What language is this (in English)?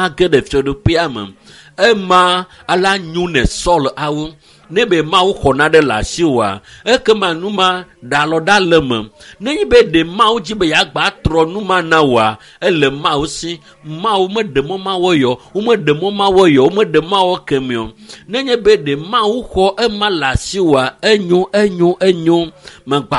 Ewe